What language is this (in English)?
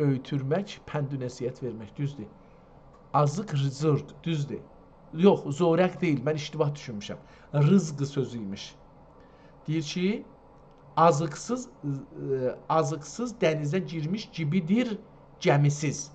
South Azerbaijani